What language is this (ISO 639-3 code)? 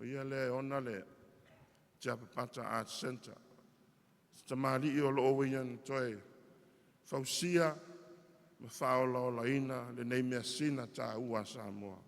smo